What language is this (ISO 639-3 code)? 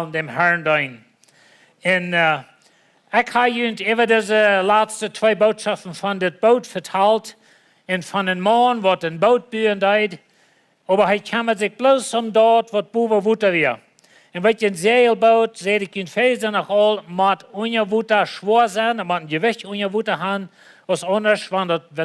pdt